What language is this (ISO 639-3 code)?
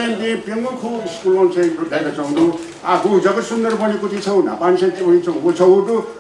new